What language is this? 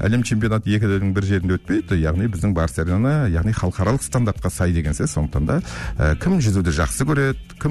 Kazakh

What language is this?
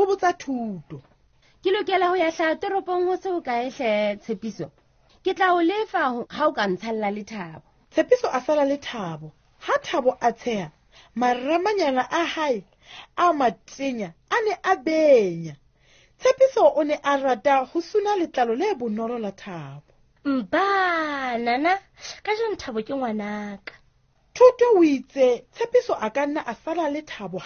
Southern Sotho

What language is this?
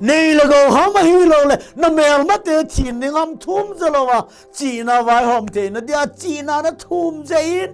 Thado Chin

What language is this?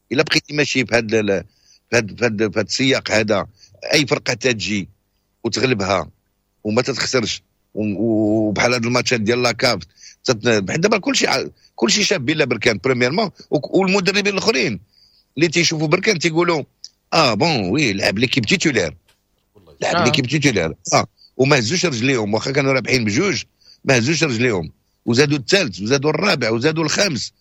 Moroccan Arabic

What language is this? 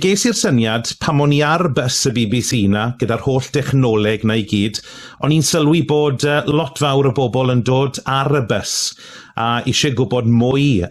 Welsh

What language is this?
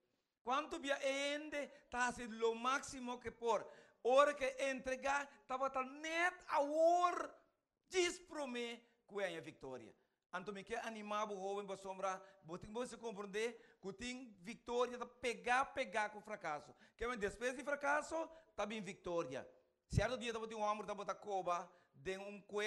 Papiamento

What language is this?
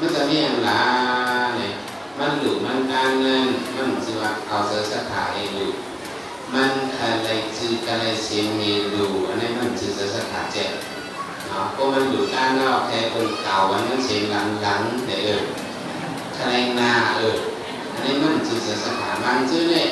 Shan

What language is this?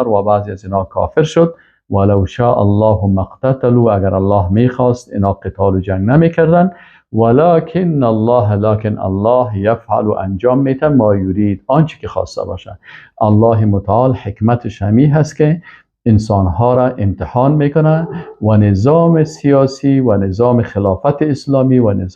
Persian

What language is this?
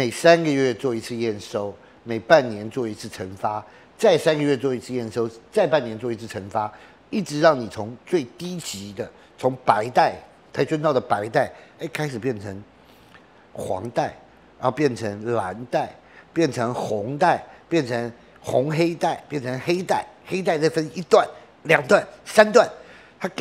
Chinese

